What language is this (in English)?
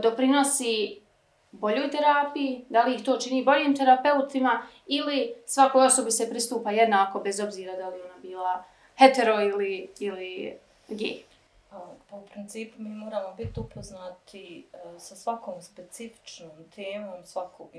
Serbian